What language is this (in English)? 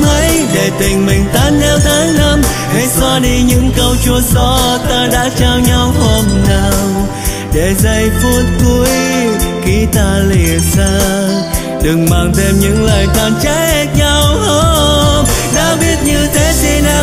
Vietnamese